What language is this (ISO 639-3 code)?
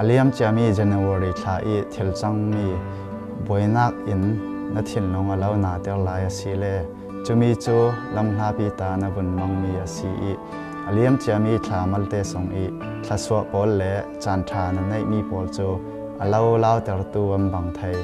cfm